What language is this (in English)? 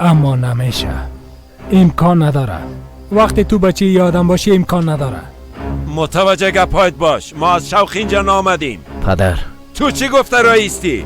Persian